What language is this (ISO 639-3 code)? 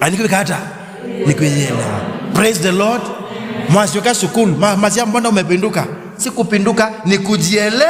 kam